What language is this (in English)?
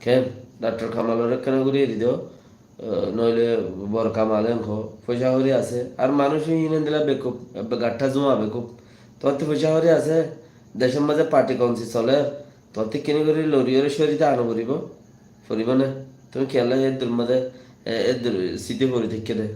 Rohingya